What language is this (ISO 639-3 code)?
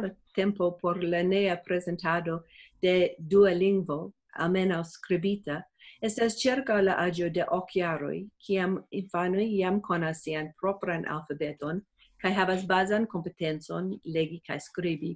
epo